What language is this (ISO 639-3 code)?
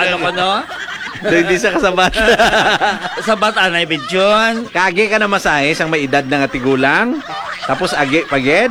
hil